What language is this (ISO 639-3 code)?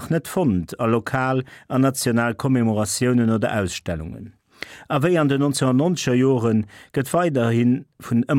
ltz